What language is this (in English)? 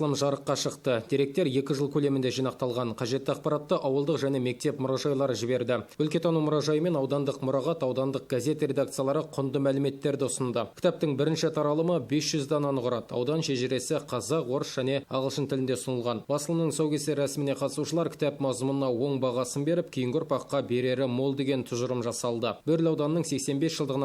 Kazakh